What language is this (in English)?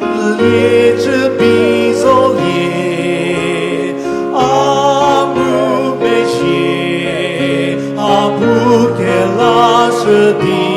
Chokri Naga